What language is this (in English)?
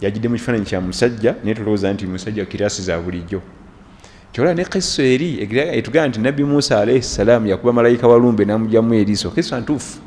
Ganda